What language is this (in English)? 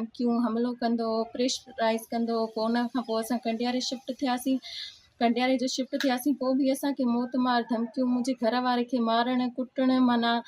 Sindhi